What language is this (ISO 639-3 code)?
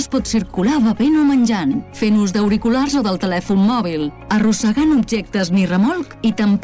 cat